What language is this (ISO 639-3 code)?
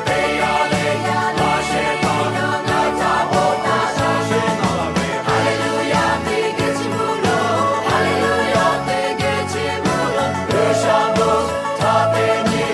lhu